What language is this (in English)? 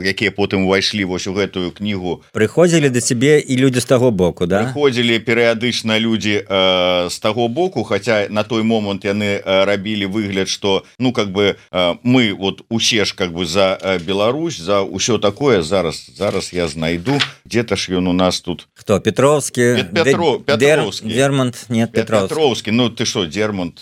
Belarusian